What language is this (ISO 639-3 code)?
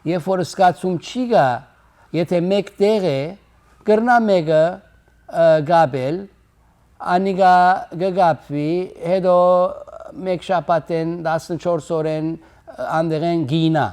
hyw